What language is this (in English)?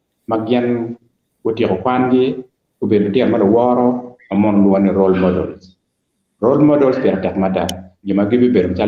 Acoli